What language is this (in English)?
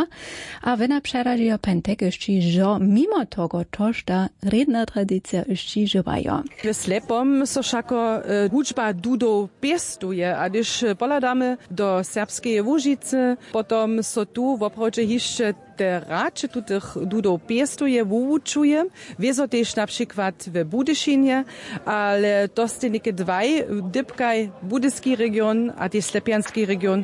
Upper Sorbian